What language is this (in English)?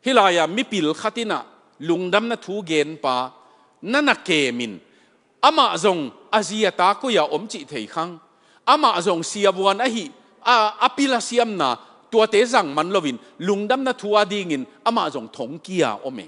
Tedim Chin